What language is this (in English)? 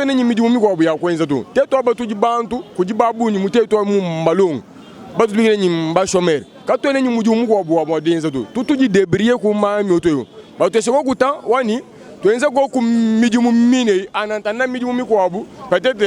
Luba-Lulua